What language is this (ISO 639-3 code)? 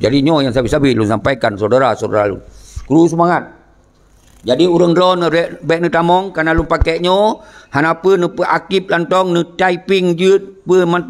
ace